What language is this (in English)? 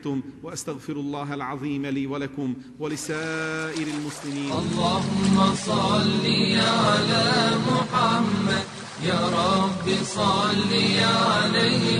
Bosnian